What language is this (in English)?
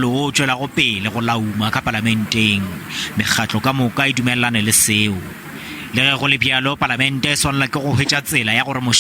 Northern Sotho